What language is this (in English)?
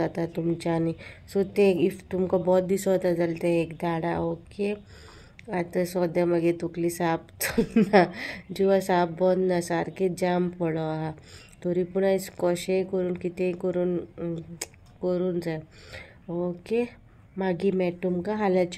Konkani